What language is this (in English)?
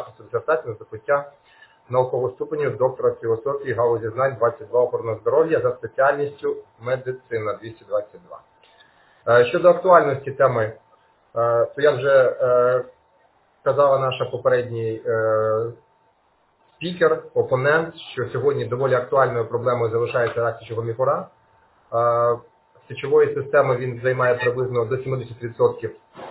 Ukrainian